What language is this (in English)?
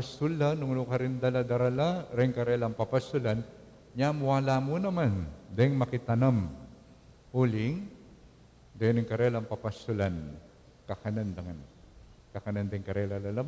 Pampanga